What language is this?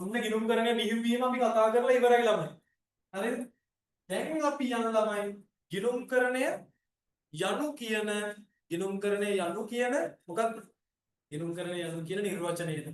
Sinhala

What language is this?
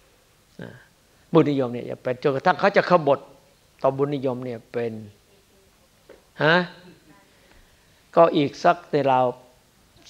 Thai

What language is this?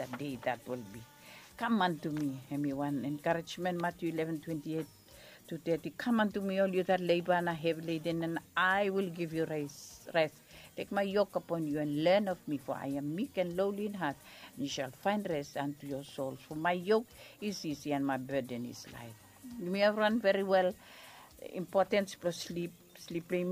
Bislama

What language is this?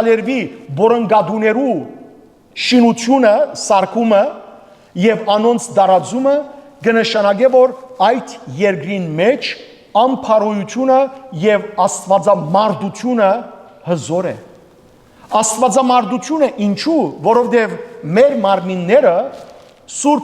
Western Armenian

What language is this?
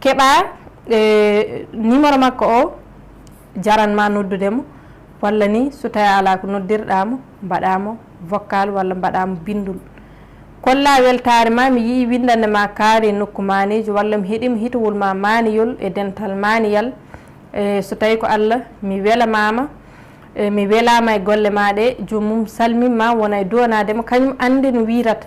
Fula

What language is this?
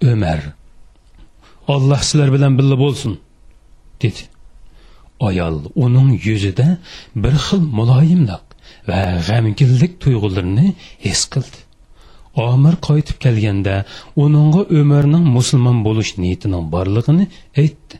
Uyghur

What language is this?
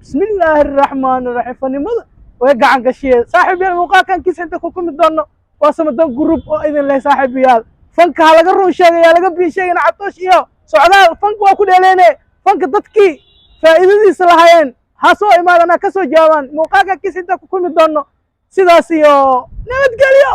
Somali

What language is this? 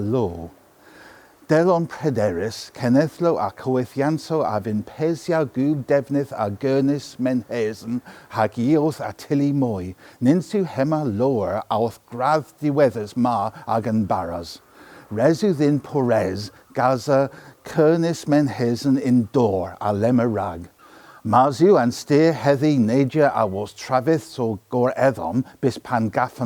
Cornish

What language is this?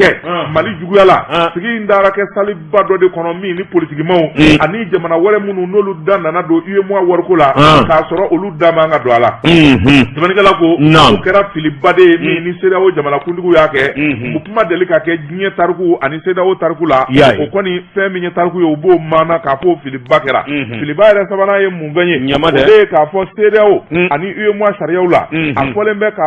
Bambara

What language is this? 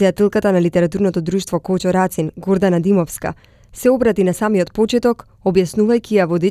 Macedonian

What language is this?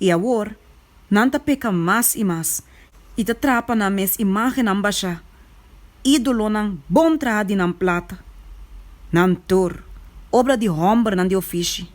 Papiamento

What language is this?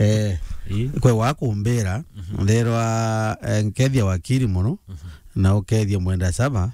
Meru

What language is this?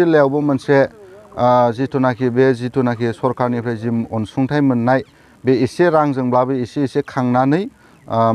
Bodo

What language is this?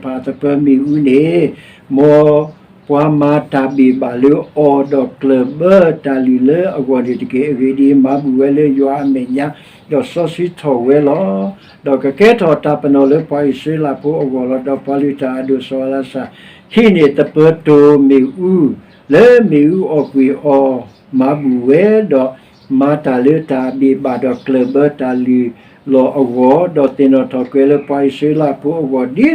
S'gaw Karen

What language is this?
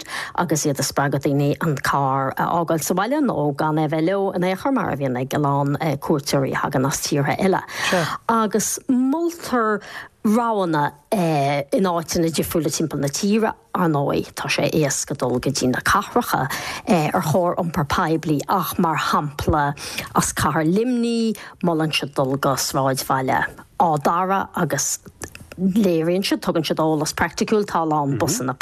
Irish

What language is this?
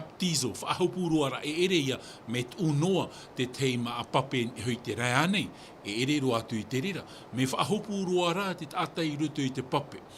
Tahitian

